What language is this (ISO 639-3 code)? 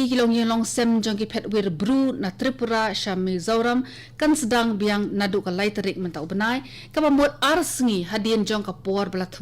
kha